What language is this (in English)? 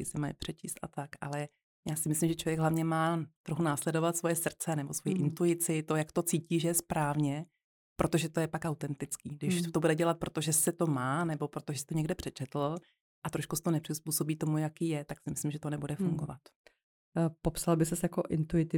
Czech